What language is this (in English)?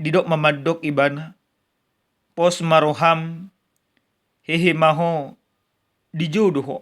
Batak Toba